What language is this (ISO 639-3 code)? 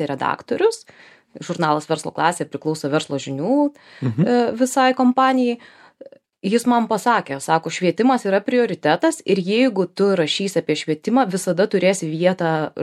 lit